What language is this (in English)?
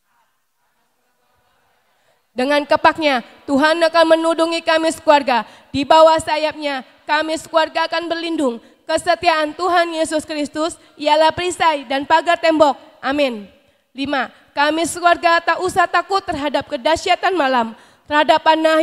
Indonesian